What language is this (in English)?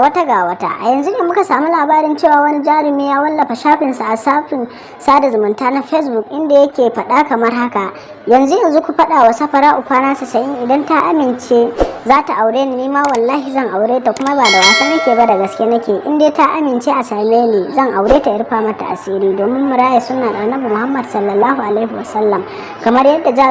Hausa